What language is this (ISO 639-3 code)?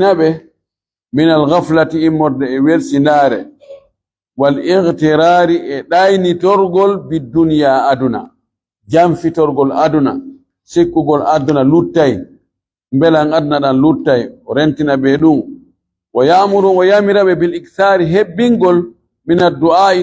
ful